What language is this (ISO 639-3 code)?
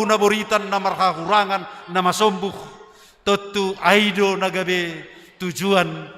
bts